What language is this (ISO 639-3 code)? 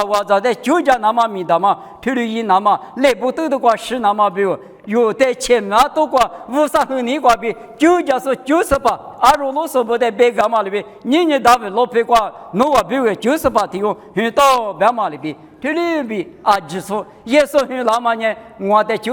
lis